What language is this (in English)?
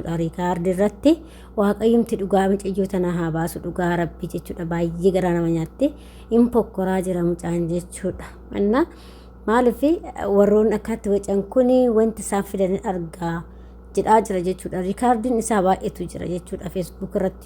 Oromo